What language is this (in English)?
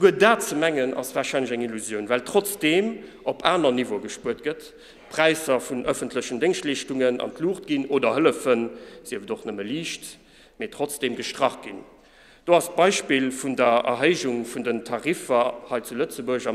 Luxembourgish